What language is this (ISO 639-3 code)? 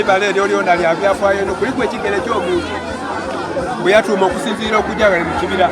xog